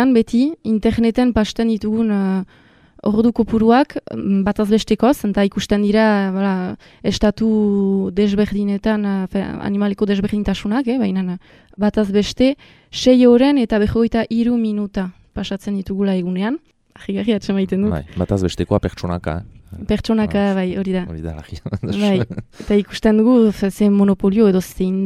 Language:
Basque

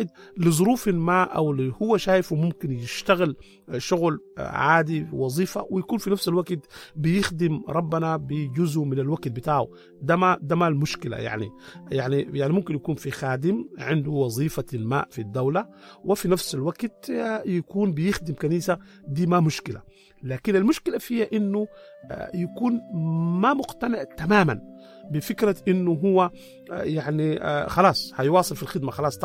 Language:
Sudanese Arabic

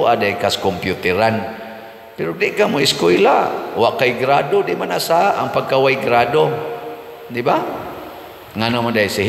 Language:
Cebuano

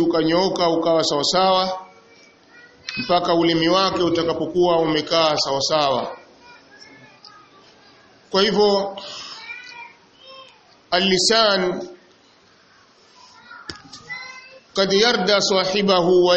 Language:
Swahili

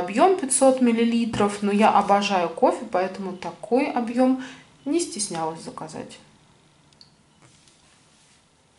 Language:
Russian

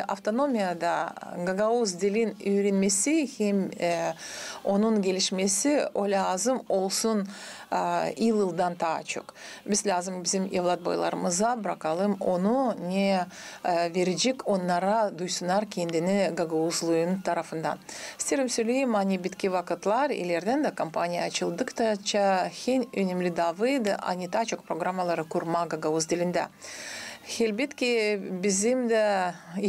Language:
Gagauz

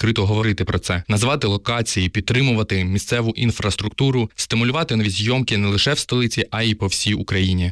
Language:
Ukrainian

